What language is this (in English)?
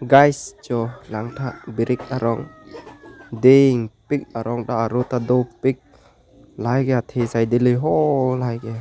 Karbi